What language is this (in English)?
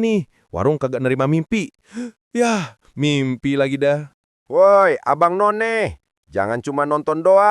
Betawi